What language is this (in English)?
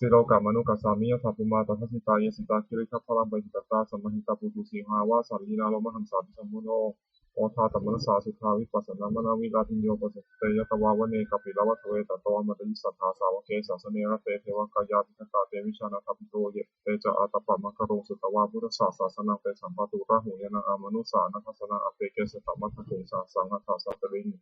Pali